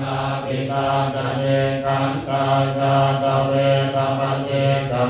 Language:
Pali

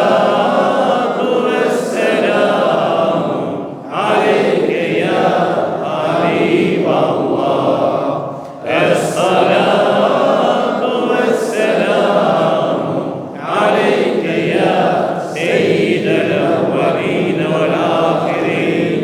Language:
Crimean Tatar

